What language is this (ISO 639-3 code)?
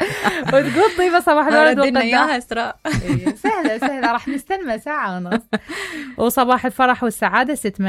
acm